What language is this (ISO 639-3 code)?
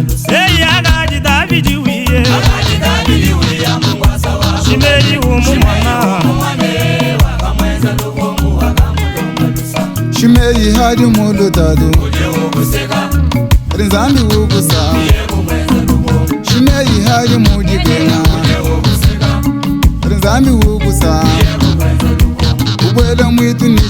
lua